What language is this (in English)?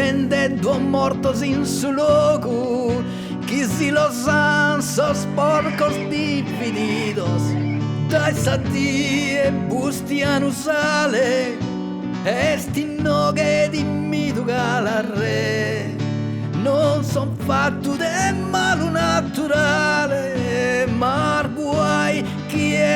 Sardinian